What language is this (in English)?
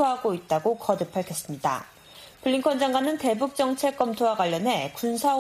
Korean